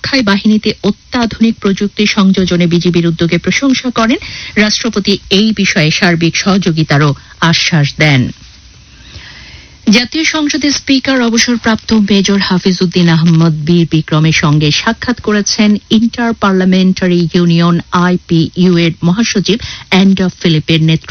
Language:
Bangla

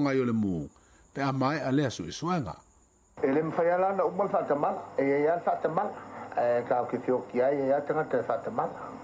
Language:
Samoan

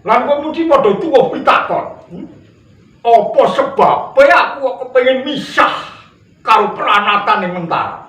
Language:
Javanese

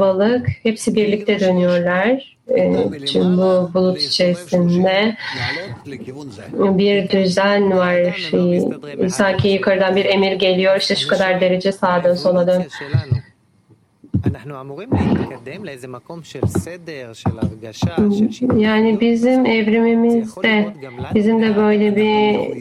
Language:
Turkish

